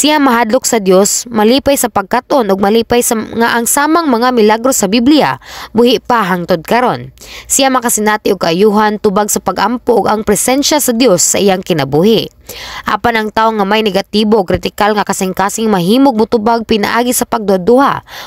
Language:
Cebuano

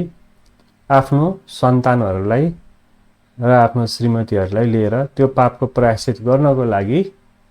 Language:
Nepali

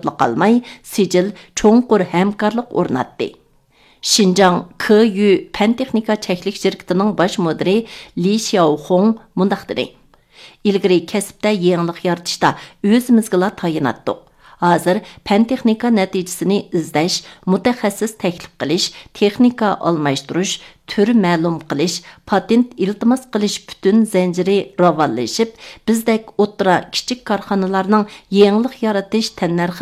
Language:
Uyghur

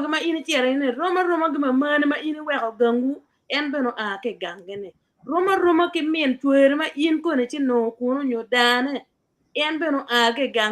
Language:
Acoli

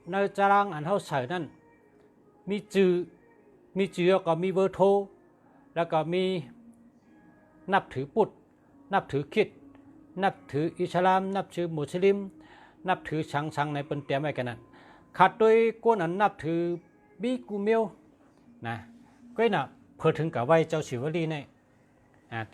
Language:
Shan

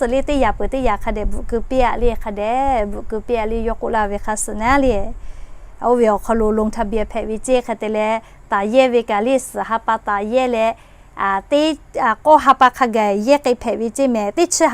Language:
Lahu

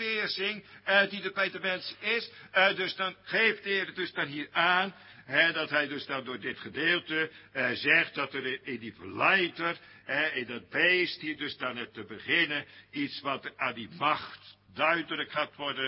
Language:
Dutch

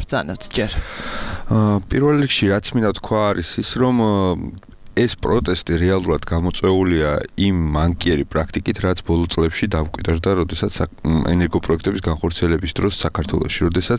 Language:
Georgian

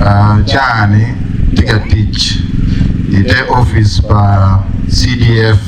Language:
Acoli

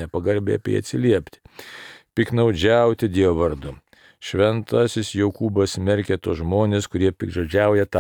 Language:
Lithuanian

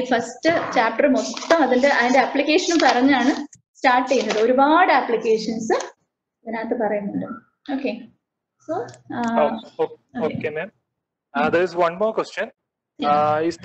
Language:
Malayalam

